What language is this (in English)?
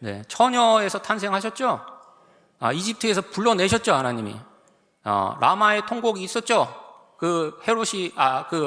Korean